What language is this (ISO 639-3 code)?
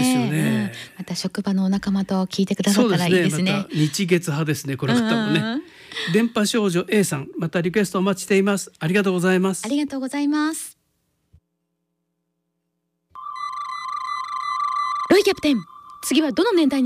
jpn